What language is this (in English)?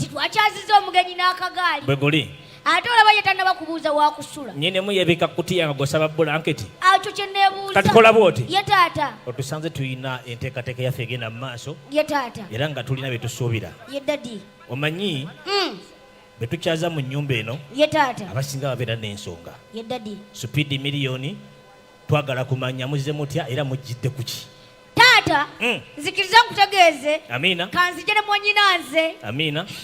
Ganda